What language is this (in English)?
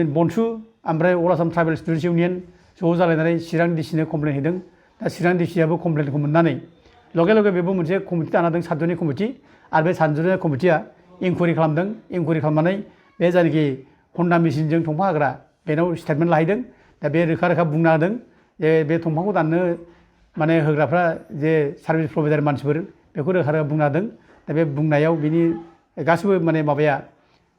Bodo